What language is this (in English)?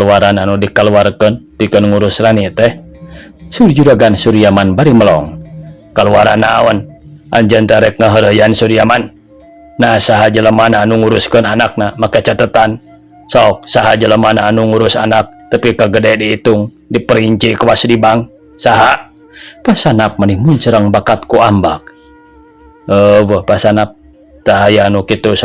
Sundanese